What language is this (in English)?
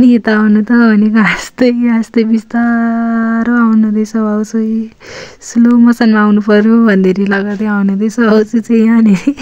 Nepali